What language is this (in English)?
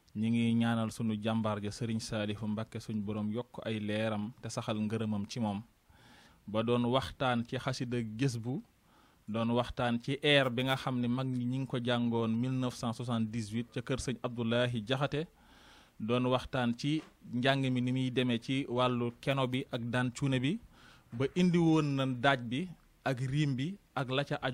Wolof